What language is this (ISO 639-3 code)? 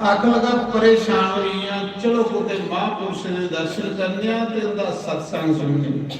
doi